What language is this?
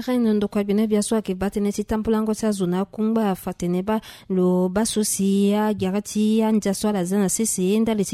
Sango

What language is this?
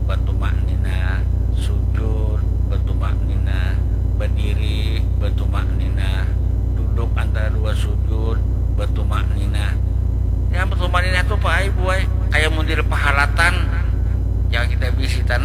Banjar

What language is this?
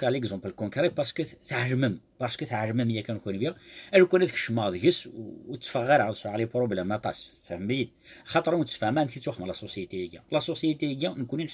Kabyle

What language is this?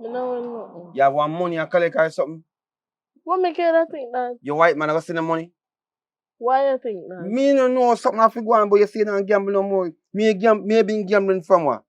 Jamaican Creole English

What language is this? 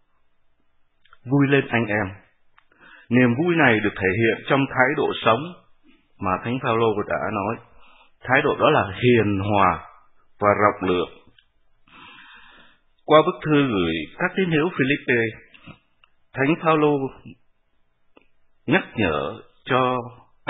Vietnamese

